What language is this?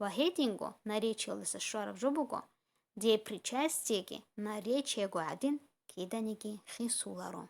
Avaric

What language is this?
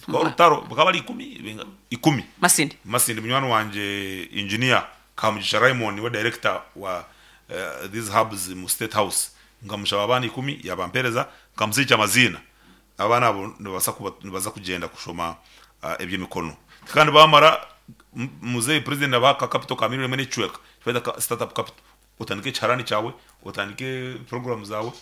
Nyankole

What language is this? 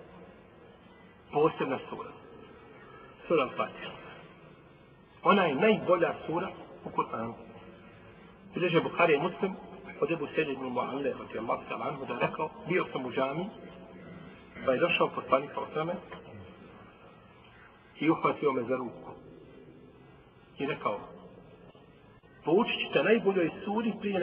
Bosnian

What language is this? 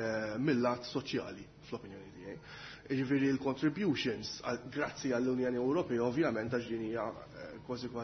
Maltese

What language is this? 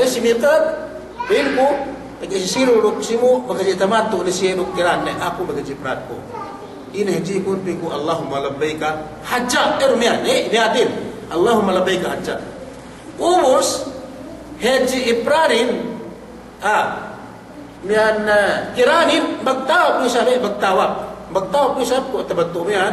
Yakan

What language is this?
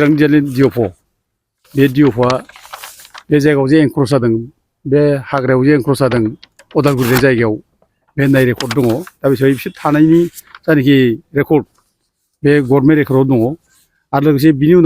Bodo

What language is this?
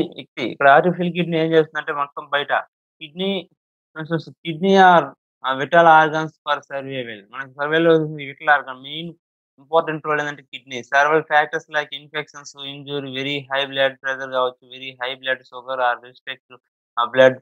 Telugu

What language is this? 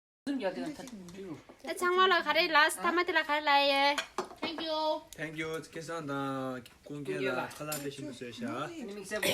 Tibetan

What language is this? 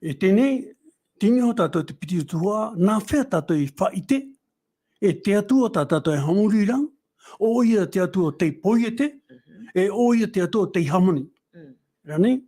Tahitian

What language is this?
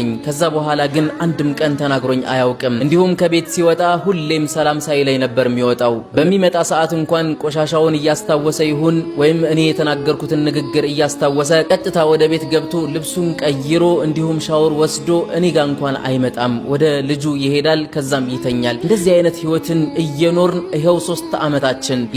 Amharic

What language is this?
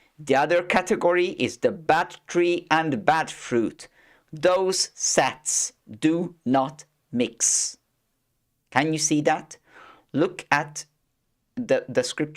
English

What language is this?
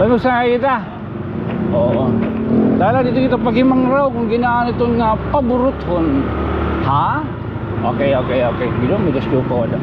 Waray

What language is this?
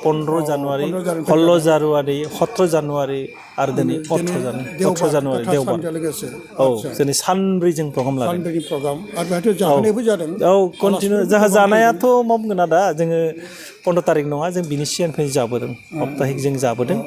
Bodo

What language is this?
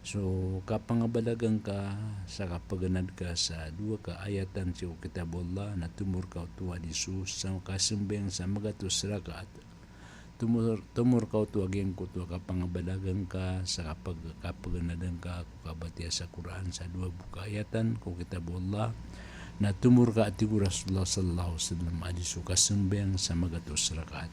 Maranao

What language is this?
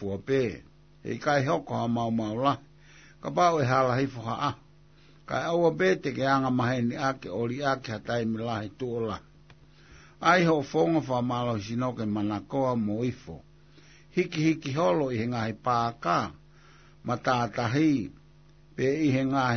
Tongan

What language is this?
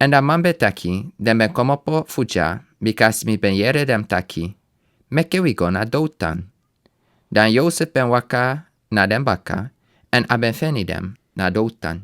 Sranan Tongo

